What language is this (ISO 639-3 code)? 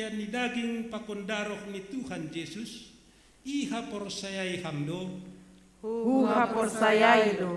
bts